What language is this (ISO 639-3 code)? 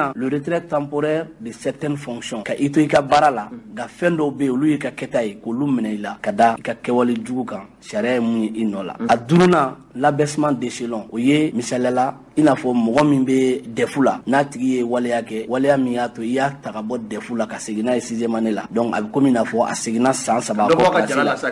bam